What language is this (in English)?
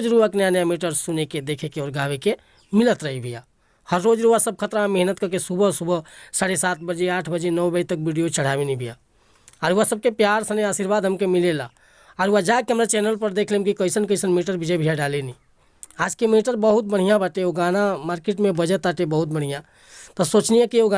Bhojpuri